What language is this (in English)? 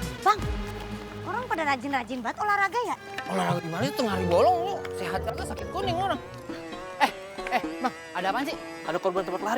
Betawi